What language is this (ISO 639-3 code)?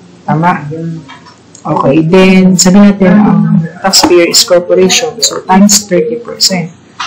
fil